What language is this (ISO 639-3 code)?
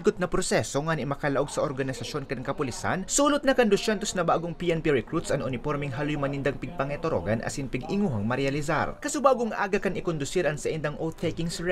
bik